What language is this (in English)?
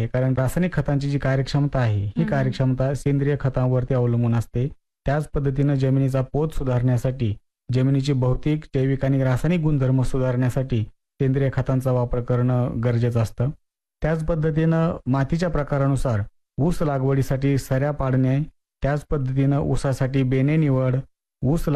Marathi